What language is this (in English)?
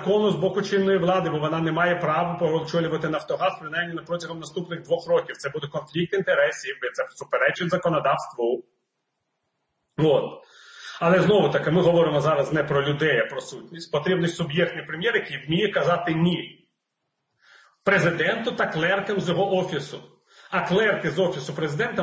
Ukrainian